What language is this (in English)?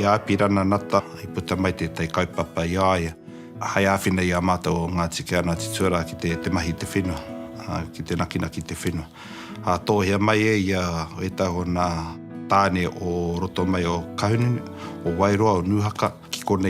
Māori